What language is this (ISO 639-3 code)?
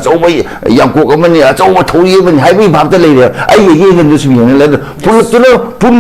mni